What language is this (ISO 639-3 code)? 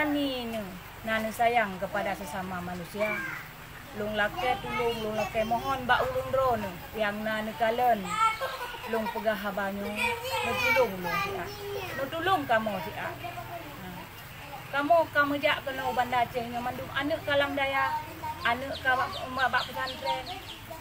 ace